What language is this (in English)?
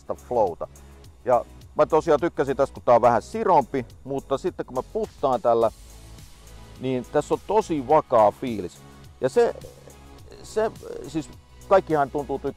Finnish